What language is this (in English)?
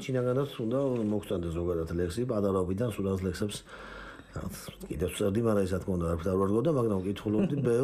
Georgian